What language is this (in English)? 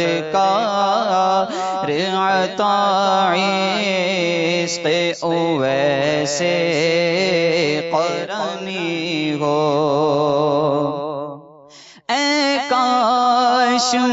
Urdu